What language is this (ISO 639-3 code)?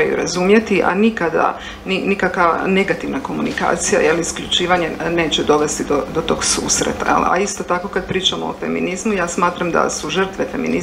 hrv